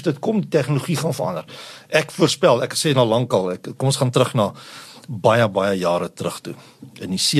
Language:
Afrikaans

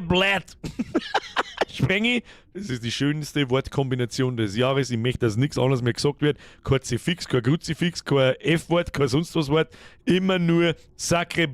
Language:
Bavarian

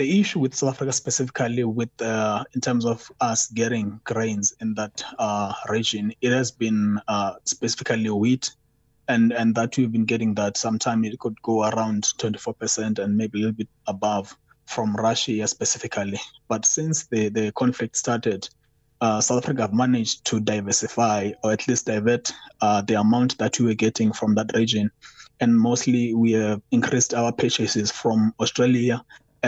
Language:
English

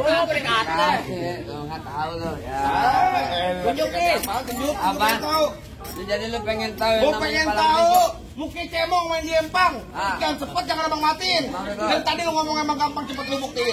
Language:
Betawi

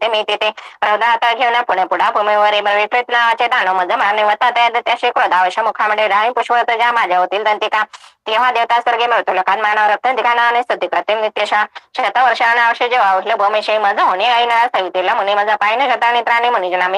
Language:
Marathi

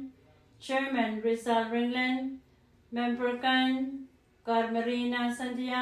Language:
Pohnpeian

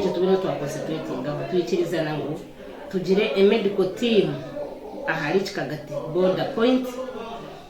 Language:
Nyankole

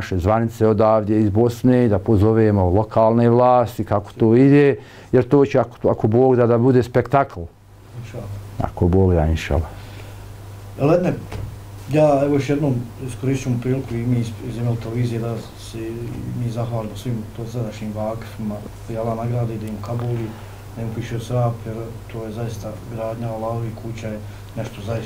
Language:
Bosnian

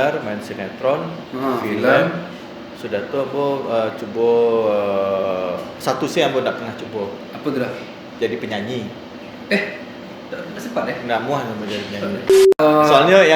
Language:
Minangkabau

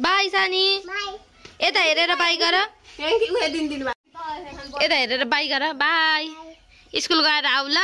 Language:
Nepali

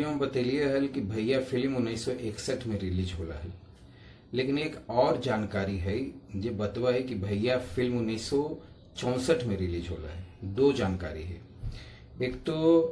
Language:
Magahi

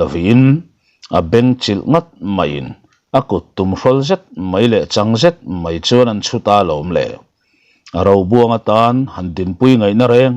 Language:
Mizo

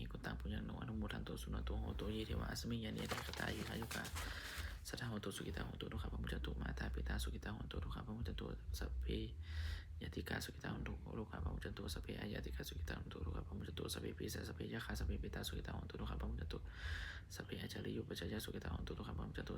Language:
Pali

